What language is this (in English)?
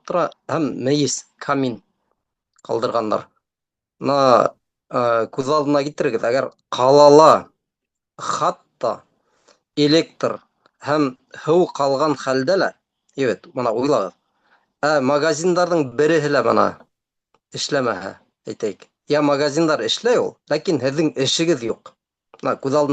Bashkir